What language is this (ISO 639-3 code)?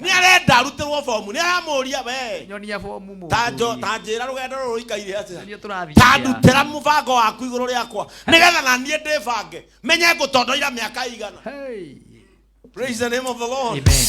kik